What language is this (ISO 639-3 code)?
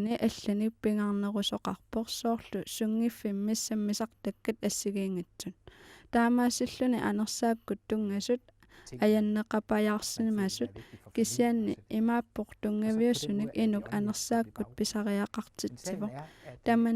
kal